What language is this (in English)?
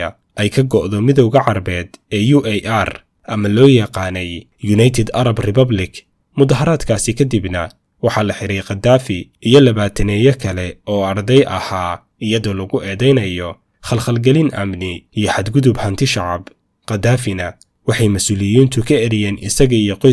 Somali